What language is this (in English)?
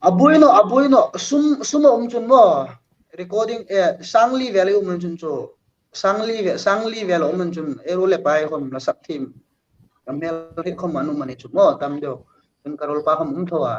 Hmar